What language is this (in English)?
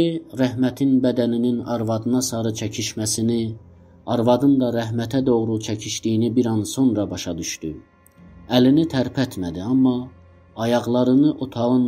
South Azerbaijani